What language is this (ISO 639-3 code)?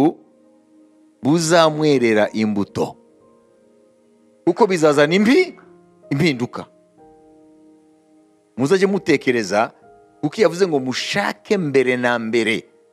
kin